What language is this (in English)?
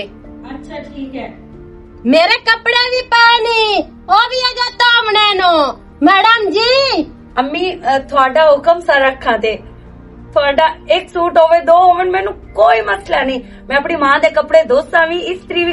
Western Panjabi